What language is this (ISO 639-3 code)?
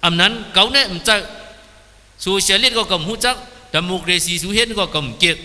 shn